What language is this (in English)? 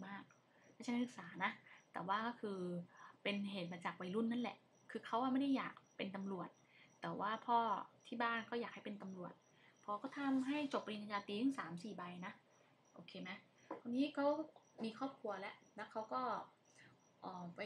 Thai